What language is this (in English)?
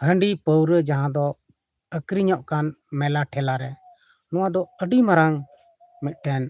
Santali